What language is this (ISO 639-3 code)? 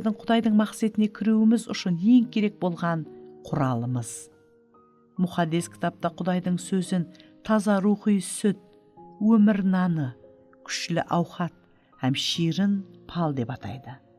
kaa